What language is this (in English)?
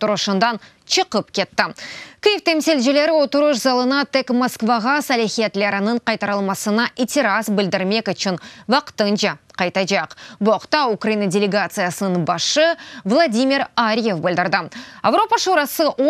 Crimean Tatar